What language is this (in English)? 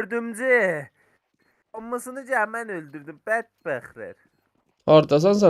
South Azerbaijani